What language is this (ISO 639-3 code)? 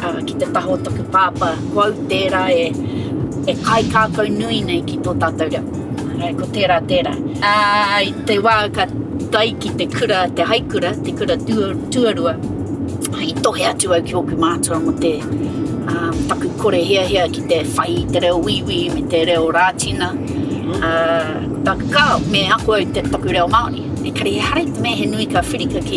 mri